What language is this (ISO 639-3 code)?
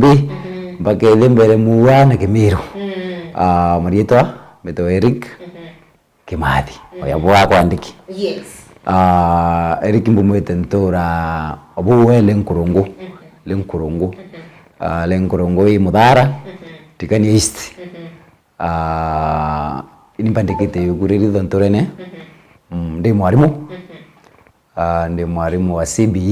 mer